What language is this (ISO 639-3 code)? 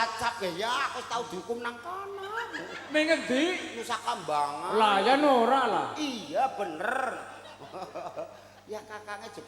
jav